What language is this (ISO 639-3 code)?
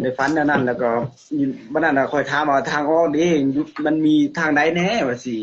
lao